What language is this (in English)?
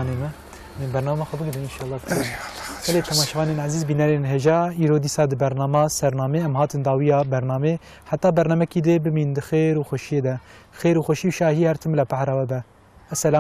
Kurdish